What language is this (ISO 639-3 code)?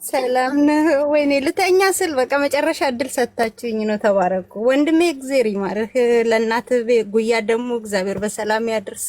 amh